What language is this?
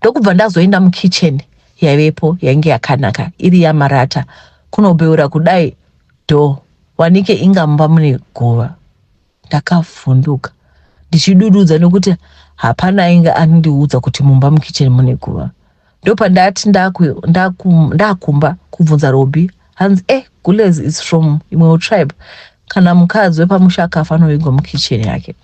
Shona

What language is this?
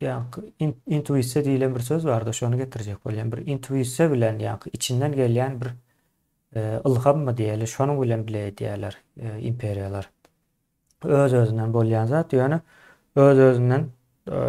Turkmen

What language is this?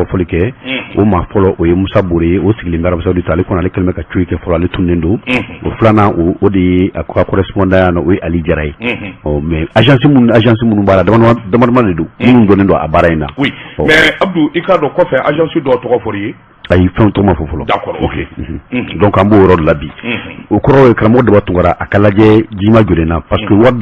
Bambara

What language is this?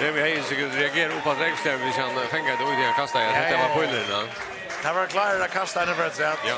Faroese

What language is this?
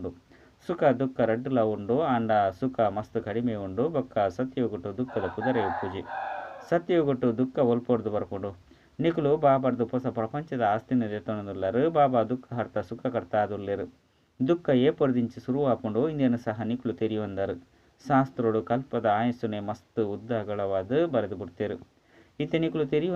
Tulu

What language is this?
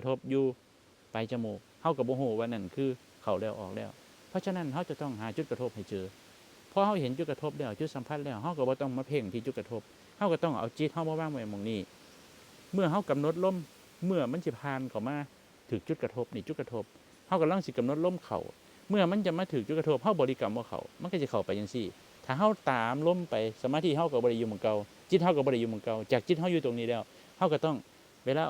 Northeastern Thai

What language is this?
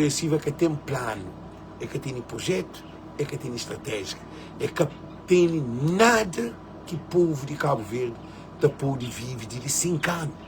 Kabuverdianu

